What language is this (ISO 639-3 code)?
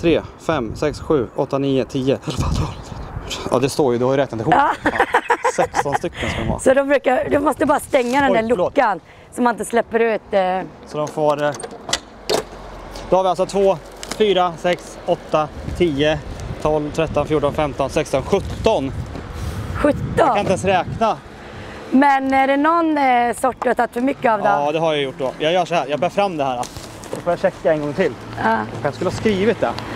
swe